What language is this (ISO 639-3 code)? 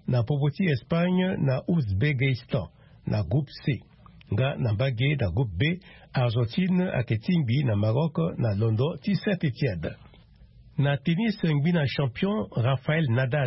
sag